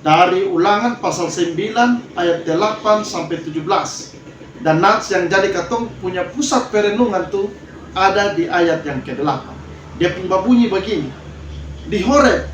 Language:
Kupang Malay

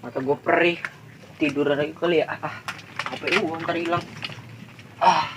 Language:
Betawi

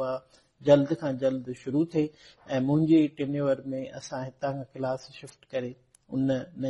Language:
Sindhi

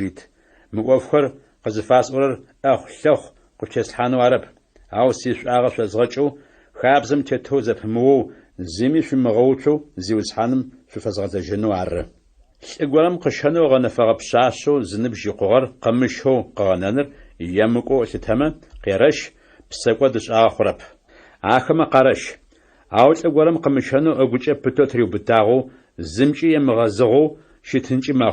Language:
Adyghe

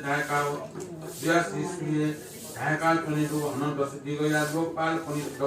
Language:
Newari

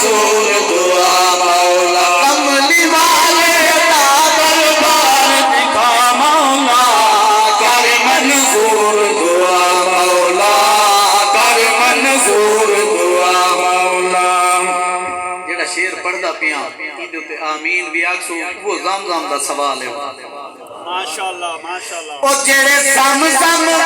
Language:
Saraiki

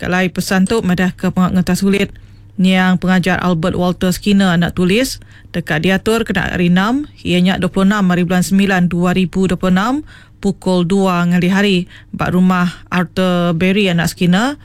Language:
Iban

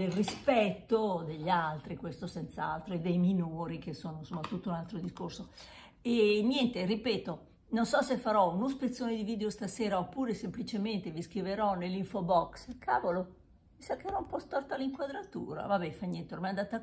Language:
Italian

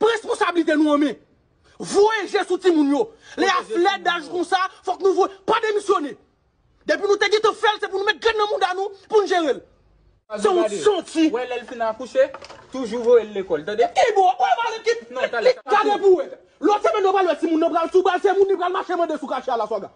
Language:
Haitian Creole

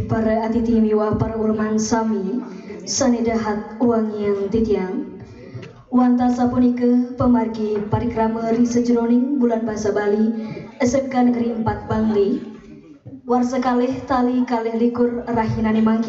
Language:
Balinese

